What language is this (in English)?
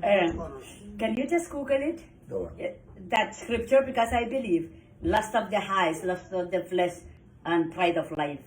Pohnpeian